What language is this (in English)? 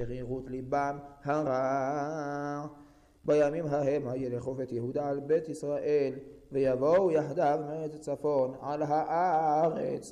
Hebrew